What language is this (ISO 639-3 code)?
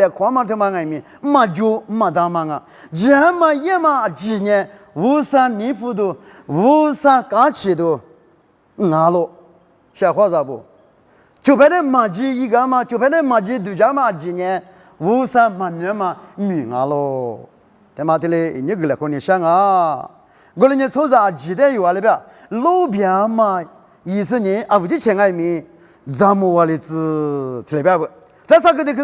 lis